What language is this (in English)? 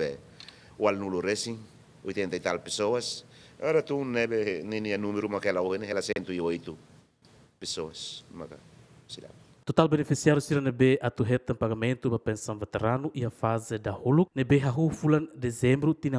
Tetum